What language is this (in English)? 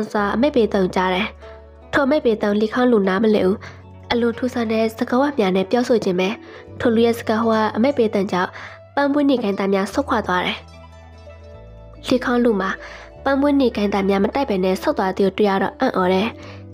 Burmese